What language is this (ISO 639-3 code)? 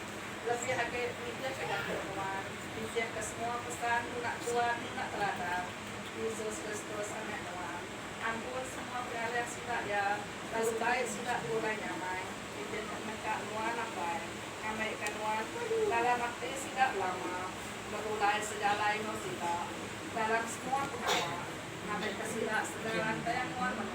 iba